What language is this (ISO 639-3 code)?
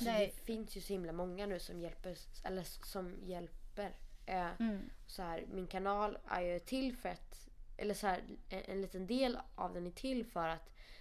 swe